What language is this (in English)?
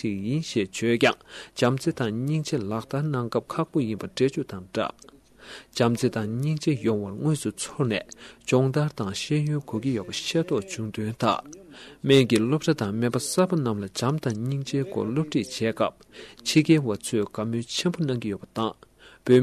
Tibetan